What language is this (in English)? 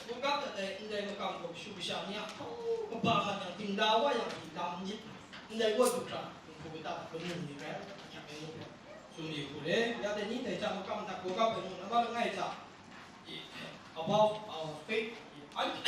Kachin